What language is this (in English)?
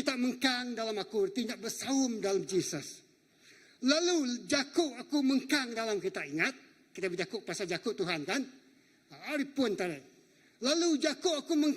Iban